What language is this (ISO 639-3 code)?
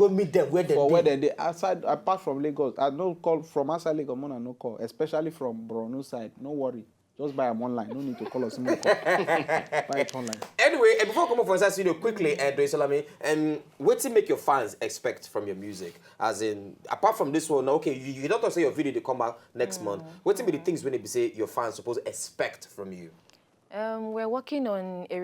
pcm